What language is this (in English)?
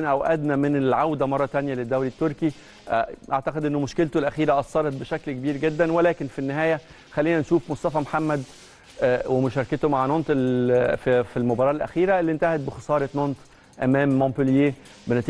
Egyptian Arabic